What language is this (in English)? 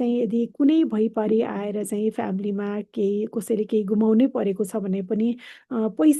Nepali